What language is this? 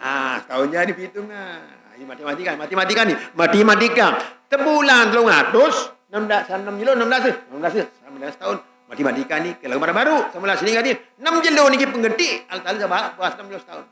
Sasak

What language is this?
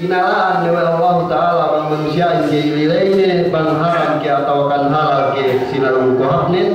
Yakan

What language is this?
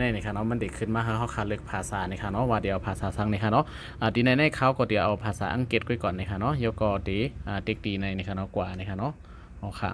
Shan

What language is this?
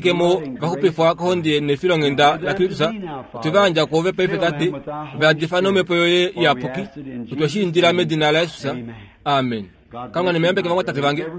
Kuanyama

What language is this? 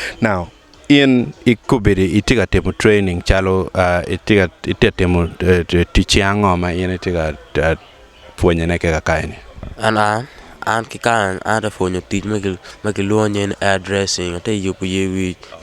Acoli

